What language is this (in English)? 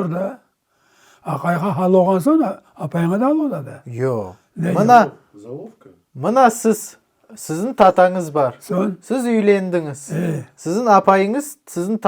Crimean Tatar